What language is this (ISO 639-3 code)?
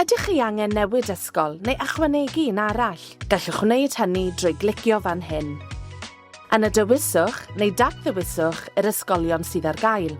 cym